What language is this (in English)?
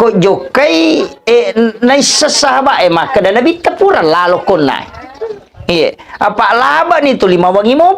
Buginese